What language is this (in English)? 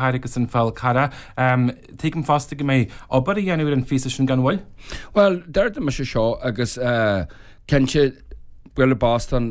Irish